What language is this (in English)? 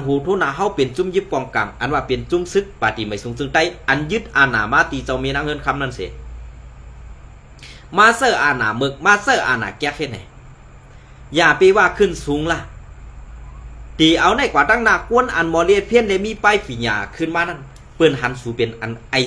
Shan